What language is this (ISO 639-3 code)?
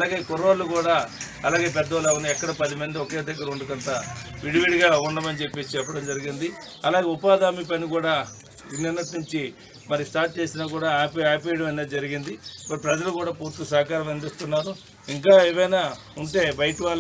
tel